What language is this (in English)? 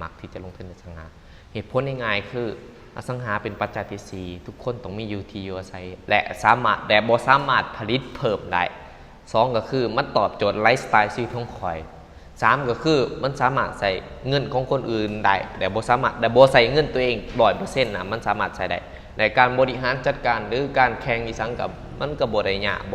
Lao